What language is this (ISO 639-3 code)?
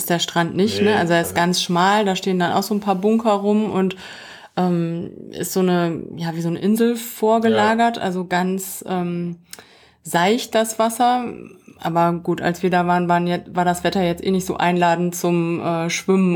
deu